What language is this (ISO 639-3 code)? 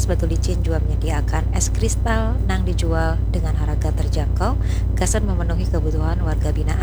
bjn